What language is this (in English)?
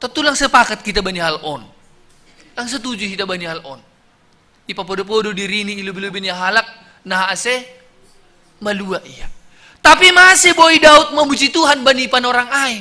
Batak Simalungun